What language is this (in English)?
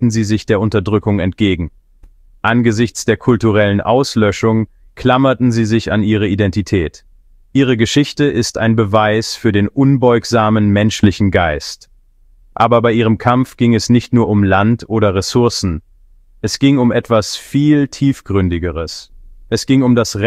German